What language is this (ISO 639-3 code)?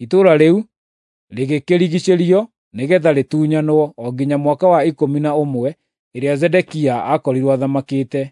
kik